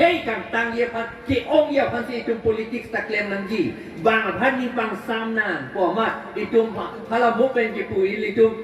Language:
Karbi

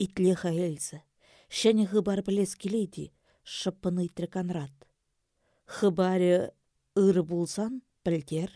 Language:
Chuvash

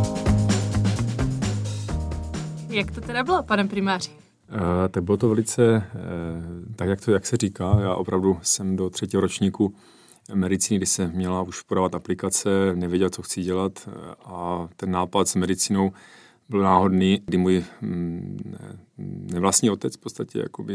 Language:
Czech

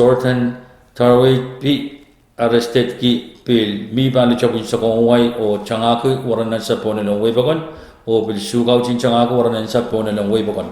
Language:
Pohnpeian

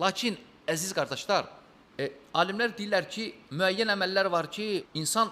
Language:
Azerbaijani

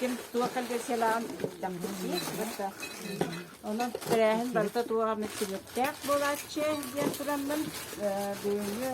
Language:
Yakut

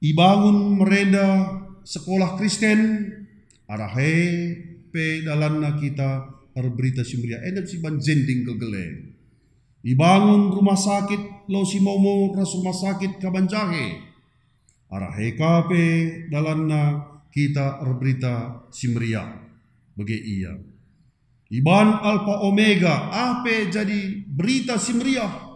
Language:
Batak Karo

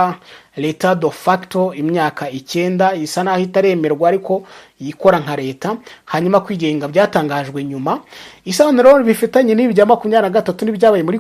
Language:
Kinyarwanda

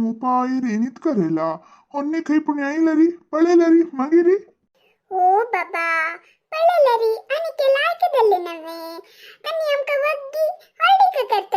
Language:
Konkani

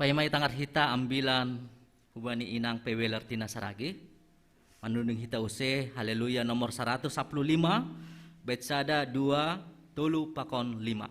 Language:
Batak Simalungun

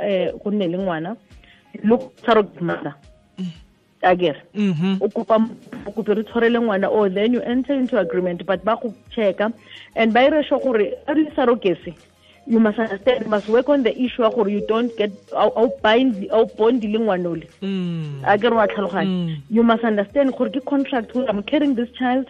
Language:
Tswana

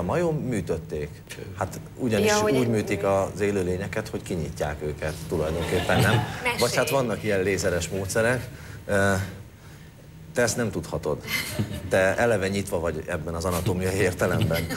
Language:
Hungarian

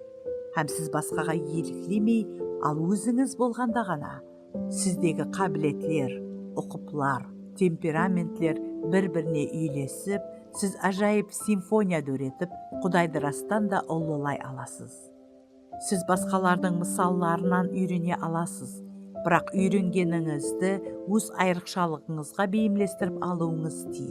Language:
Kara-Kalpak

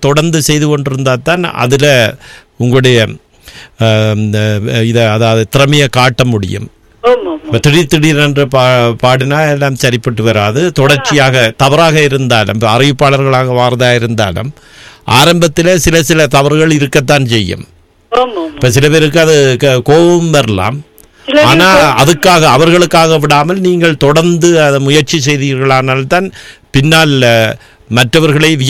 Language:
Tamil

